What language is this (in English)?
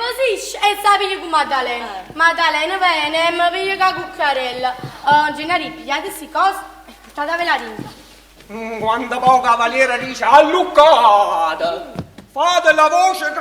Neapolitan